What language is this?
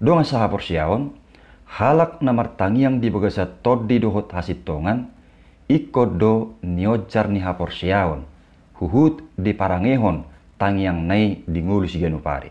Batak Toba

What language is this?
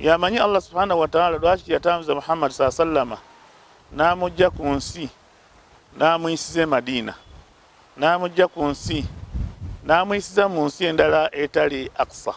Ganda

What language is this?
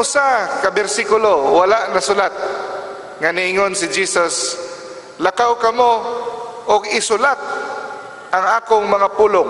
Cebuano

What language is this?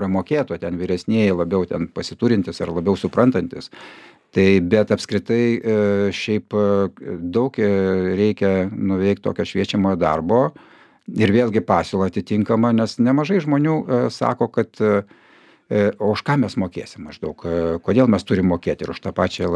Lithuanian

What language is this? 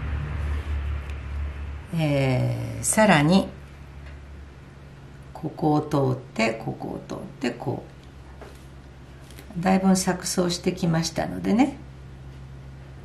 Japanese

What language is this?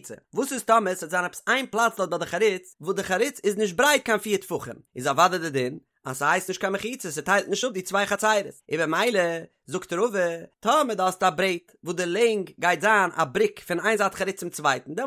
Yiddish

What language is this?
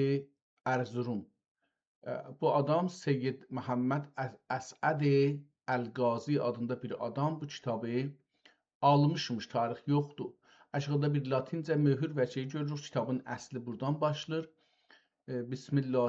South Azerbaijani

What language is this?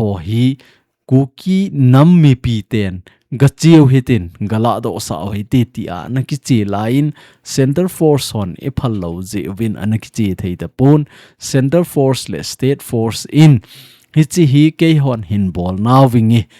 Thado Chin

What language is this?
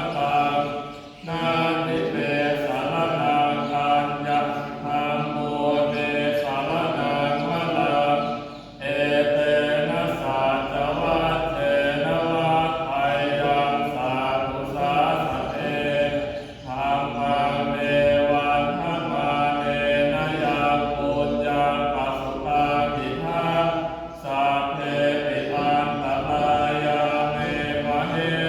Pali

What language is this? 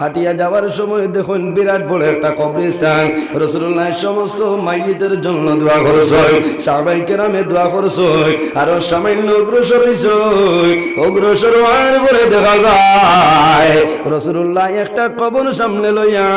Sylheti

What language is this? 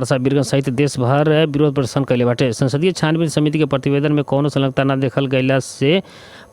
Bhojpuri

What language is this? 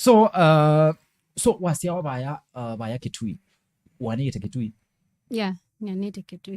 Kamba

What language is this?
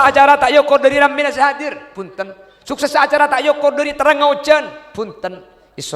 Madurese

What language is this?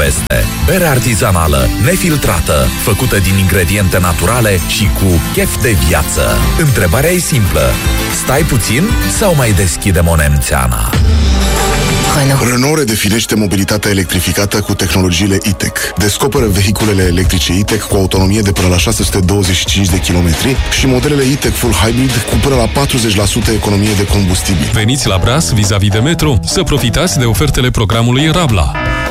Romanian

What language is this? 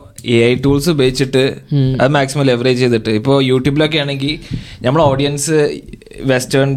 Malayalam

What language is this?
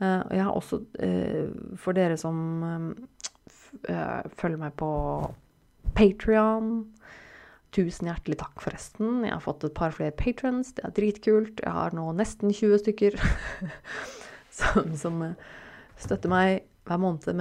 Norwegian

